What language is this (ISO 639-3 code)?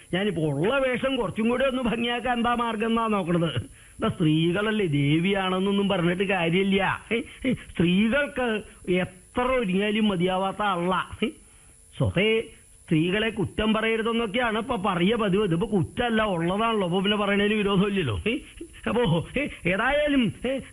mal